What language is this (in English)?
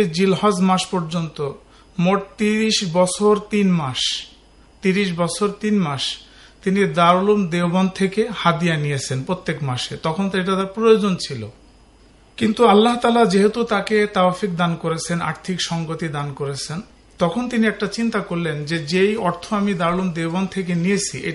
Bangla